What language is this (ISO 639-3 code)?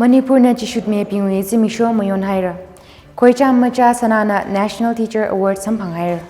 nmf